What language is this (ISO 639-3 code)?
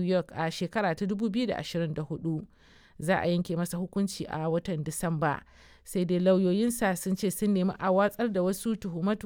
hau